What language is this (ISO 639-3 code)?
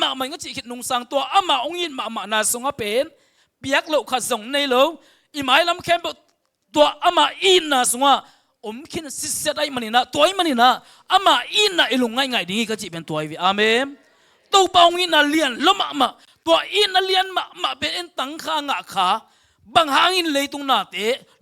ctd